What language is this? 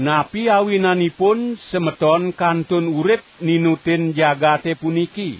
Balinese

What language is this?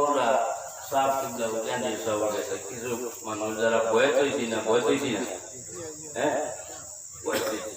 Sylheti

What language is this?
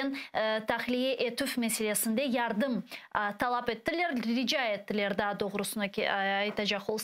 Crimean Tatar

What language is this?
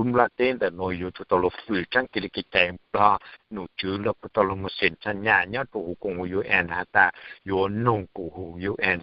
Hmong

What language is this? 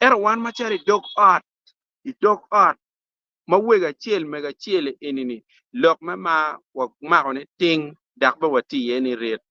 Acoli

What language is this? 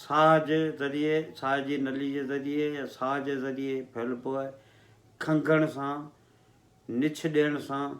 Sindhi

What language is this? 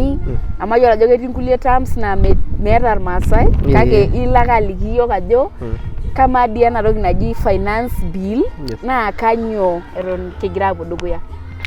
Masai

